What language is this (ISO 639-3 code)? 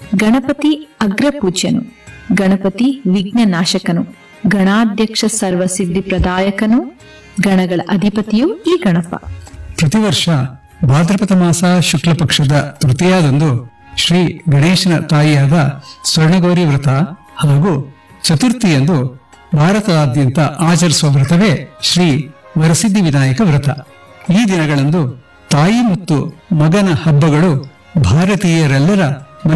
kan